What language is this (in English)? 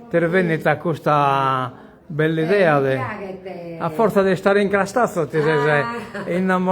Sardinian